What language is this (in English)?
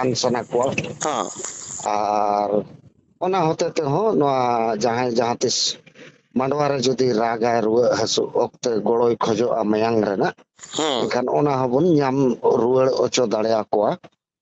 Santali